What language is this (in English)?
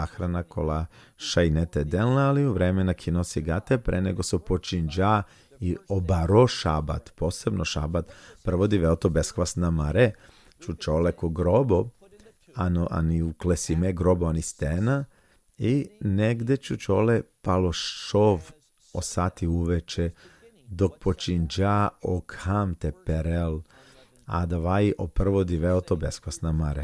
Balkan Romani